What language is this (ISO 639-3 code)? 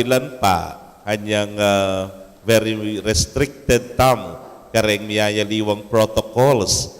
pam